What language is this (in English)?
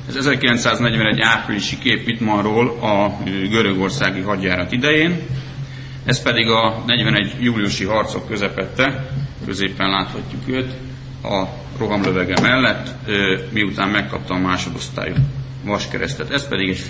Hungarian